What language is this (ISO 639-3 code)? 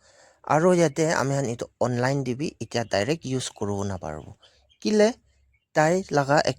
nag